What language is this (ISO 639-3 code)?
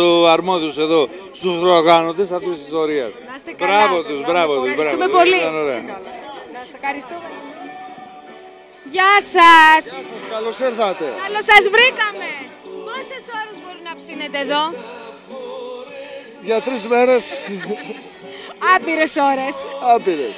ell